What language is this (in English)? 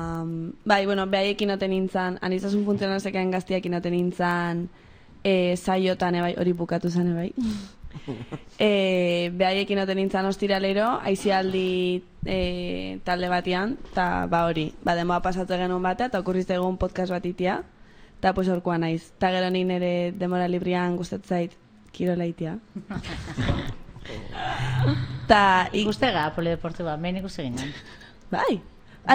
Basque